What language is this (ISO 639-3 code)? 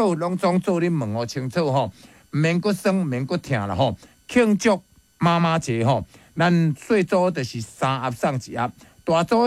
nan